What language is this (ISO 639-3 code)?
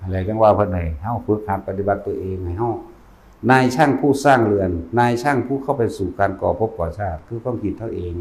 tts